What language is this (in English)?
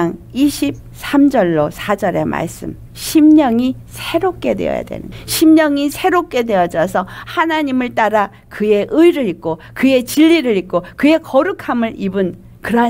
Korean